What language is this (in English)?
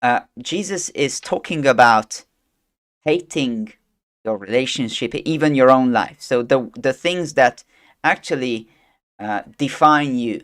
English